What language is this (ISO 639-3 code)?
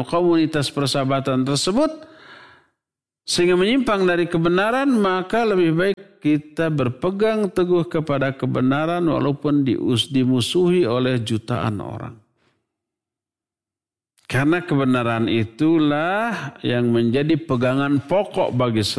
ind